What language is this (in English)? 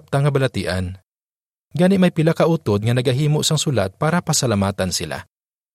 Hiligaynon